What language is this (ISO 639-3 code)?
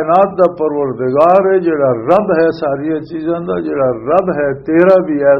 lah